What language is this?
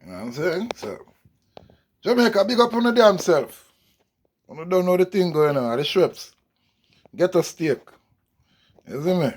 Jamaican Creole English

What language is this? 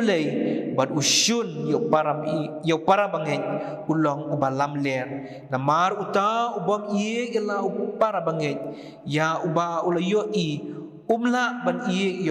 Khasi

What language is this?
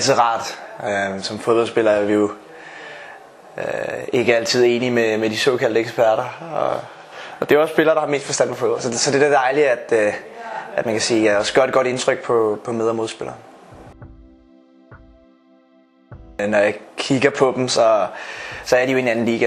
Danish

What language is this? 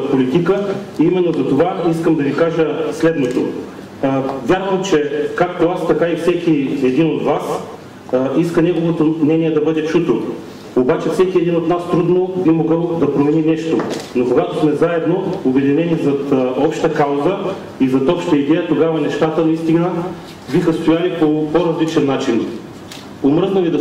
Bulgarian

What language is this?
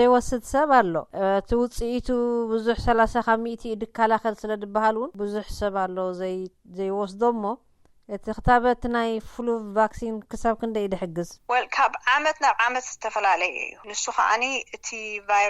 Tigrinya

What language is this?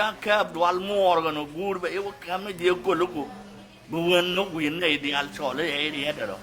Nuer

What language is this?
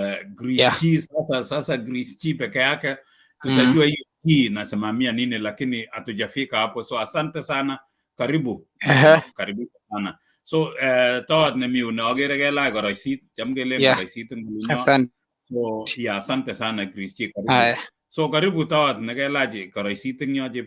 Kalenjin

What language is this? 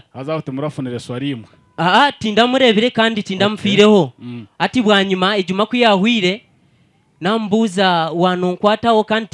Nyankole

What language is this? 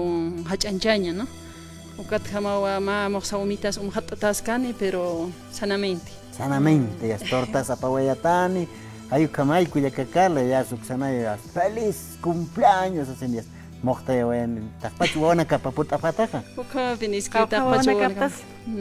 Aymara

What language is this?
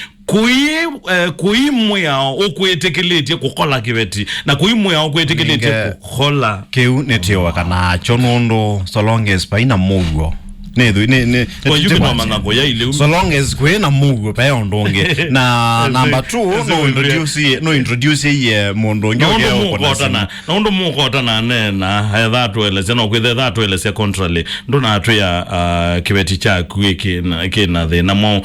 Kamba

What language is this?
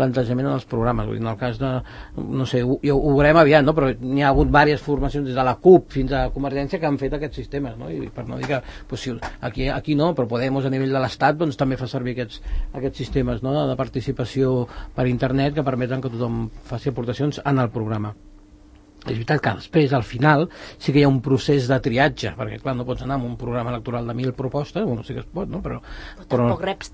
Catalan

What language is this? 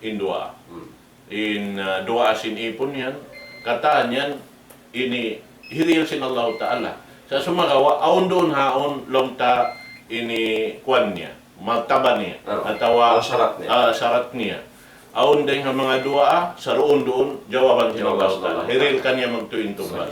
Tausug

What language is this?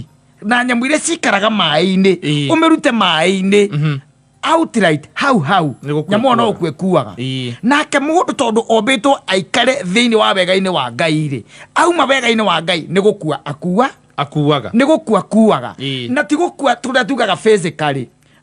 Kikuyu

